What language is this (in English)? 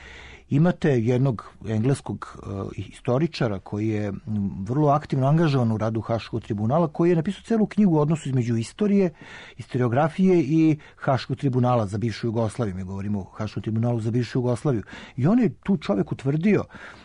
Serbian